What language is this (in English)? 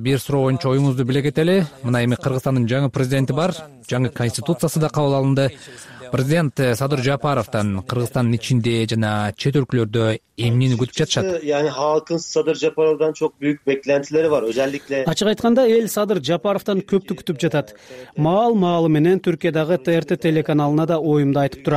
Kyrgyz